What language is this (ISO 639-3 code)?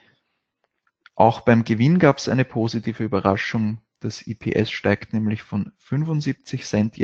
deu